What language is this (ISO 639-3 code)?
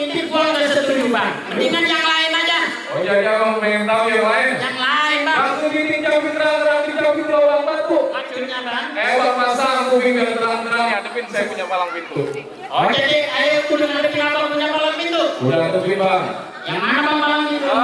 bew